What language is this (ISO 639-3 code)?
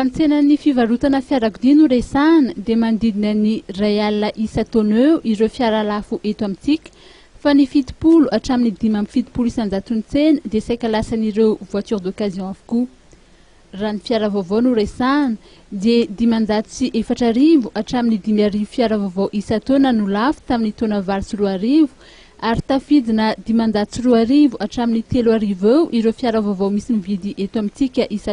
mlg